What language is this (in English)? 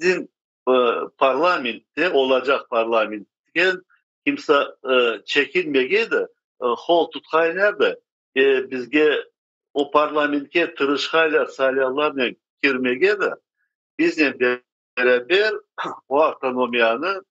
Crimean Tatar